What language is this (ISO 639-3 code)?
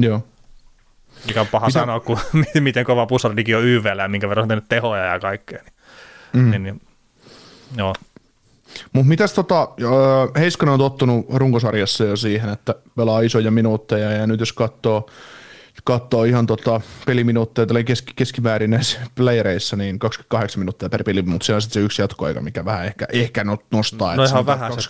fin